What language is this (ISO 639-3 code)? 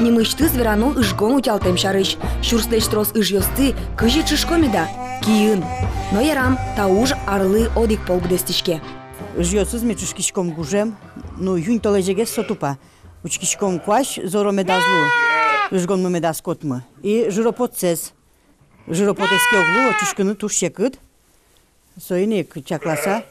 udm